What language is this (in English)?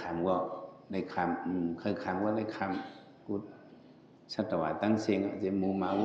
Shan